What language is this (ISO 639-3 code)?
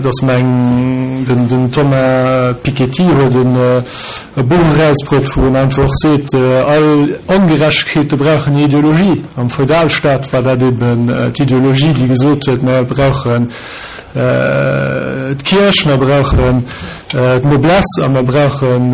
ltz